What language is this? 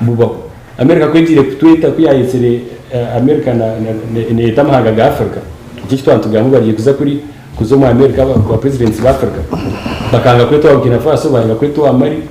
Nyankole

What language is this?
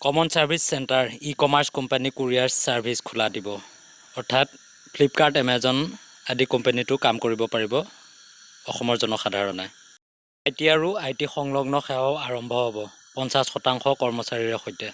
Assamese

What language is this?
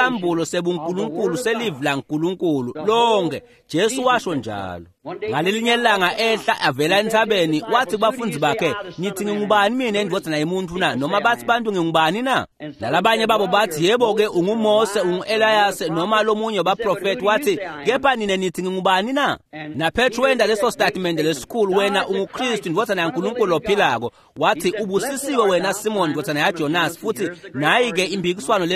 Swati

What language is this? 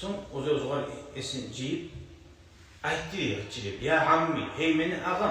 Kumyk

